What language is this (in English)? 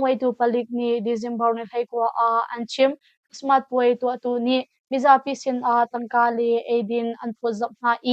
Hakha Chin